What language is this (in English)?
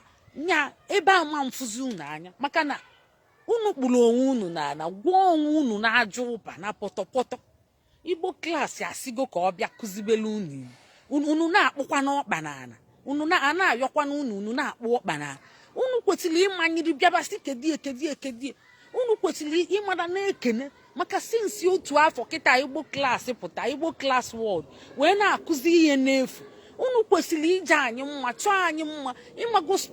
Igbo